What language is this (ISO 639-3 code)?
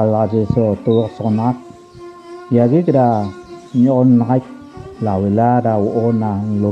tob